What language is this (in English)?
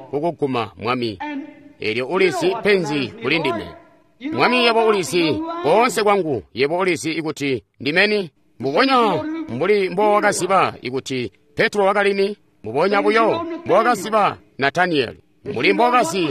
Tonga (Zambia)